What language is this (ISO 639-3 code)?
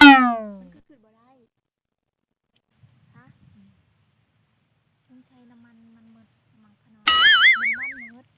lao